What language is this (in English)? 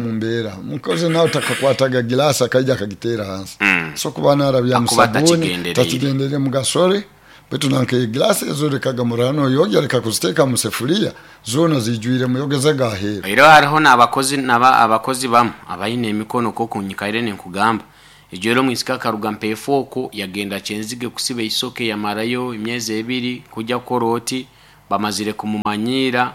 Nyoro